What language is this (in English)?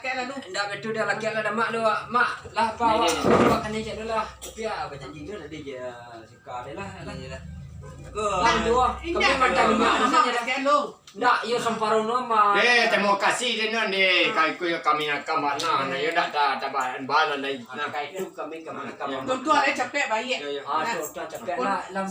Minangkabau